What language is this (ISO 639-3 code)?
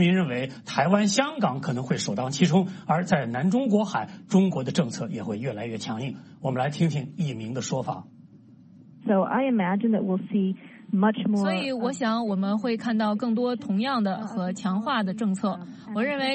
zho